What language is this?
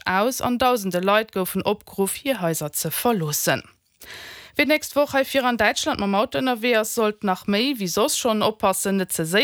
Luxembourgish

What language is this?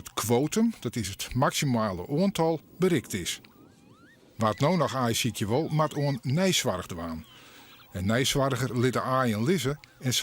Western Frisian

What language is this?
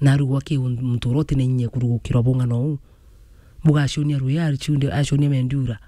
Meru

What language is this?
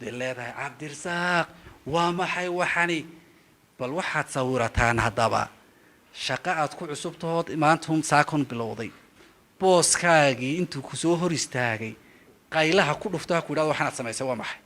Somali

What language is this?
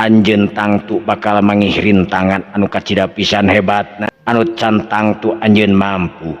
Sundanese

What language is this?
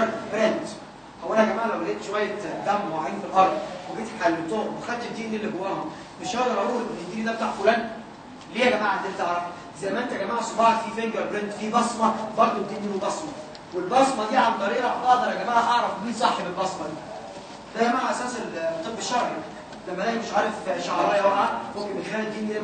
Egyptian Arabic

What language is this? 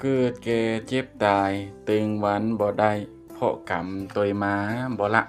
Northeastern Thai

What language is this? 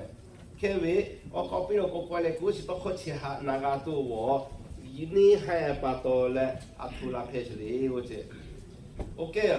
Lahu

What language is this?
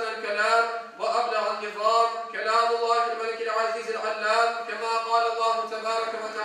Crimean Tatar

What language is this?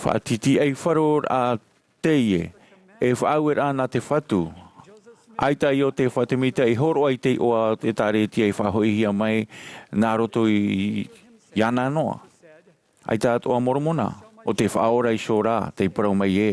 Tahitian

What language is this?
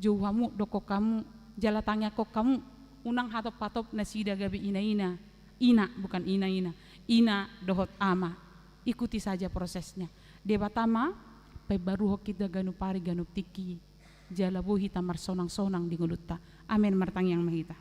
Batak Toba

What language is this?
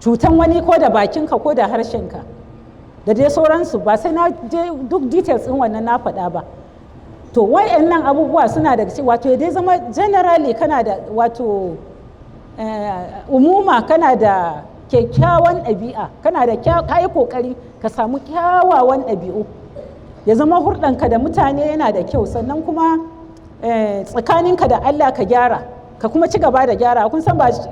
Hausa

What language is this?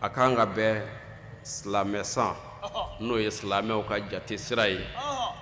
Bambara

